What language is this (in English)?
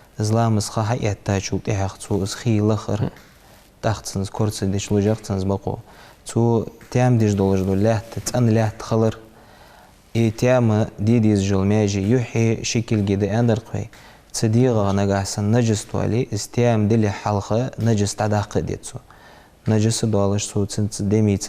Ingush